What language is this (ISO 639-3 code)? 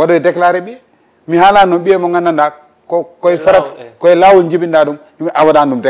ful